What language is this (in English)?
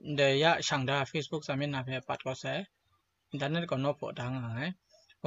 Kachin